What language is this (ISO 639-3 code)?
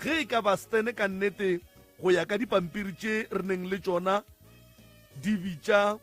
nso